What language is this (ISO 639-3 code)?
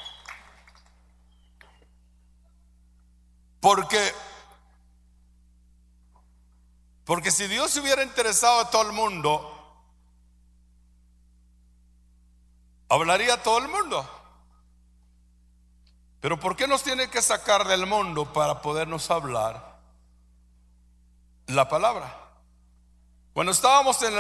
spa